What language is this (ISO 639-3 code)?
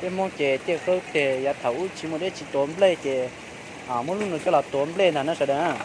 hmn